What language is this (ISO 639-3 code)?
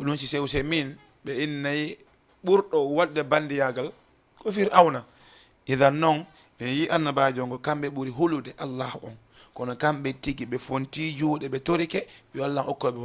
ful